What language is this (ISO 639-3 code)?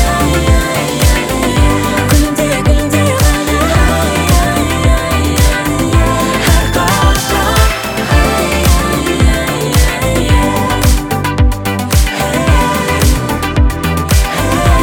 kaz